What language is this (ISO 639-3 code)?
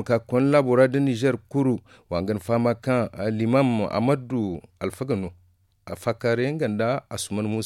dje